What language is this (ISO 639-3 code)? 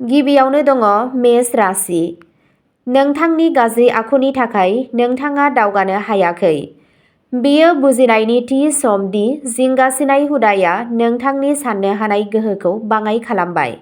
brx